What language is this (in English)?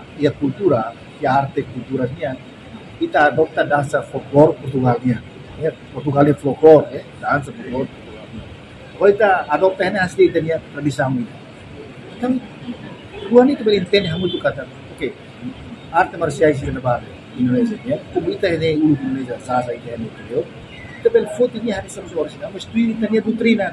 Tetum